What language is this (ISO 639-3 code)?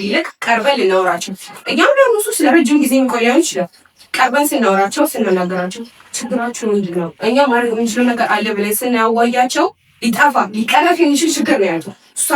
amh